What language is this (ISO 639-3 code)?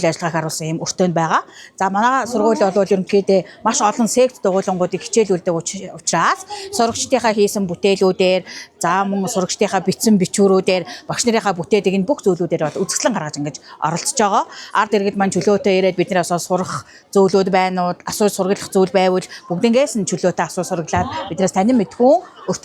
mon